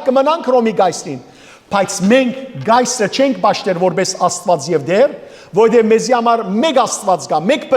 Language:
Western Armenian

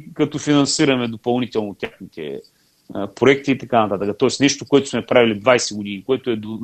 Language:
Bulgarian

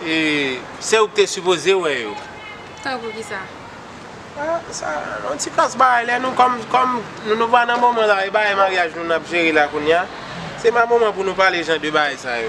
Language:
Haitian Creole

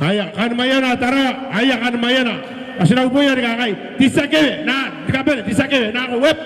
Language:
Gilbertese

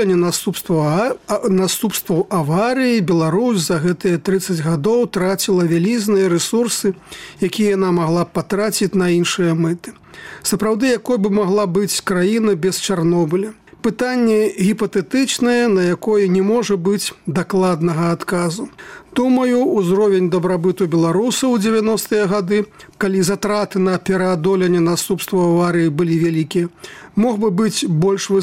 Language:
Belarusian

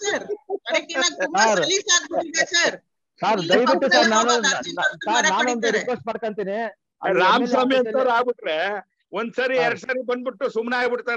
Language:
Kannada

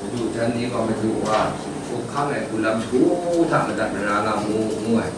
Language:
Kachin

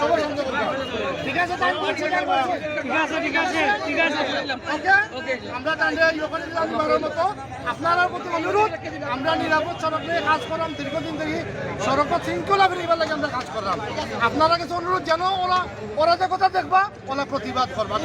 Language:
Sylheti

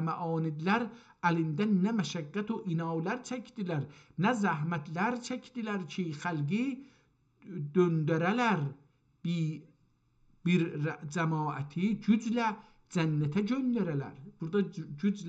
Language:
South Azerbaijani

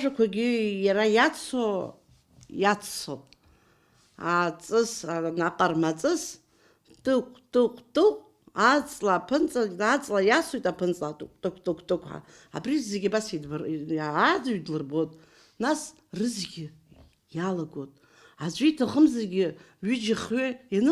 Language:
Abkhazian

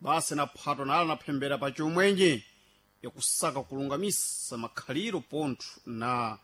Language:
Sena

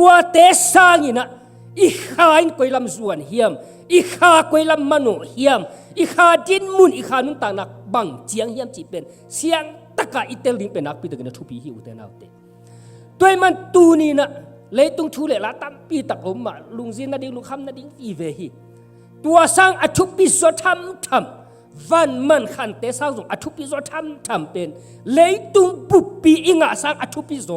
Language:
Tedim Chin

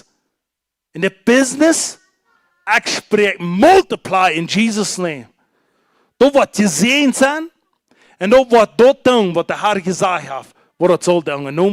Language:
Plautdietsch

